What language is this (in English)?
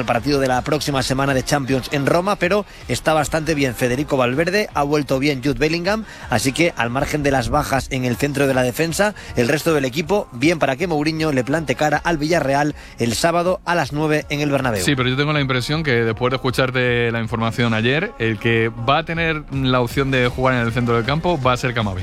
Spanish